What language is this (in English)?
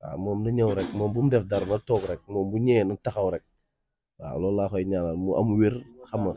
Wolof